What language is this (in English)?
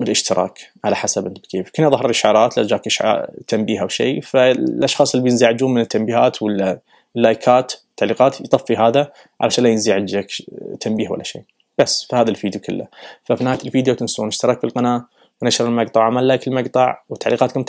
Najdi Arabic